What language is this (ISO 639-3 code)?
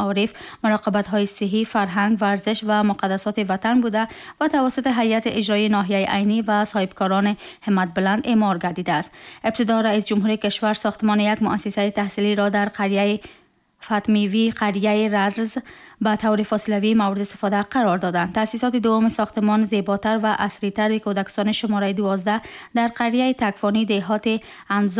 tgk